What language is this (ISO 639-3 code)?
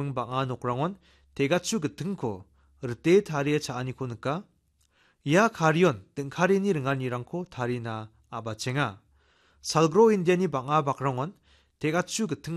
grt